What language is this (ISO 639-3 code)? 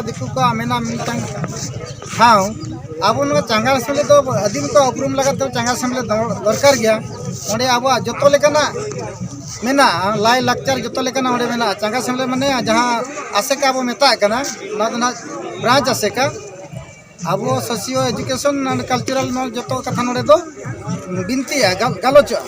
sat